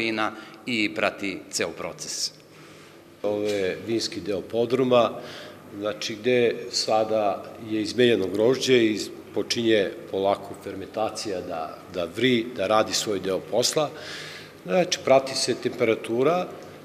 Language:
Serbian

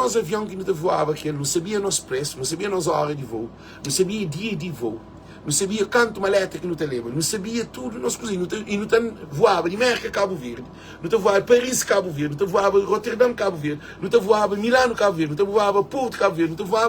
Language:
Kabuverdianu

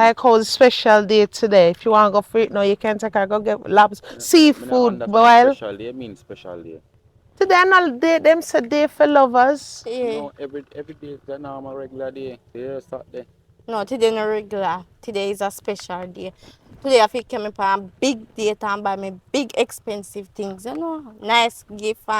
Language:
Jamaican Creole English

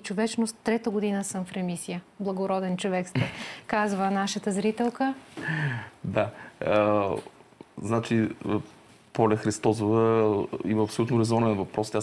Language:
Bulgarian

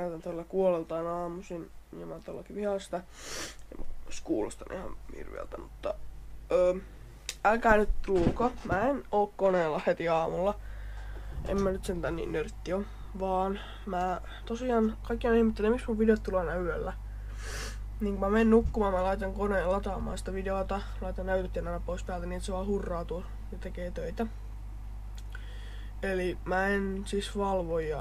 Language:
Finnish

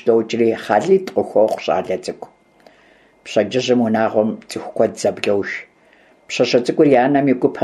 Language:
Kabardian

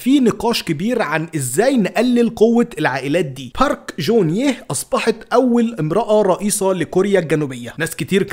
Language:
Egyptian Arabic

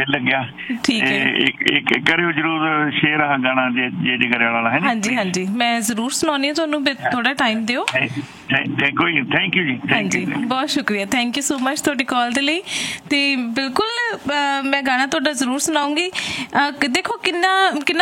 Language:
Punjabi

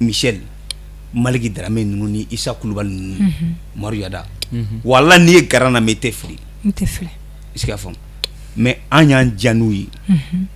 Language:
Bambara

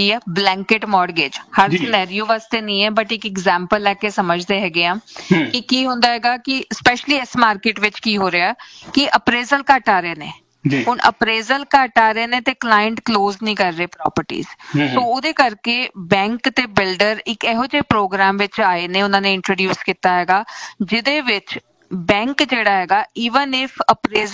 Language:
Punjabi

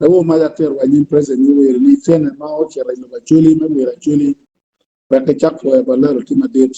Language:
Acoli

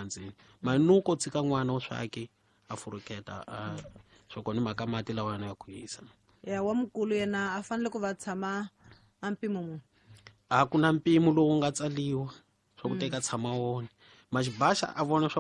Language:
Tsonga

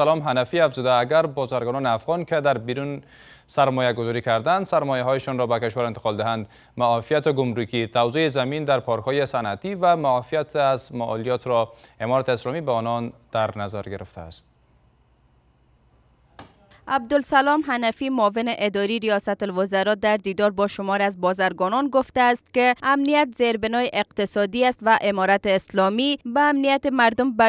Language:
Persian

